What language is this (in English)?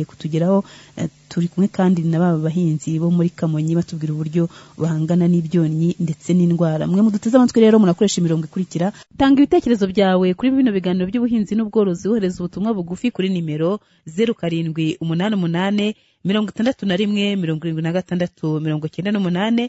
Kinyarwanda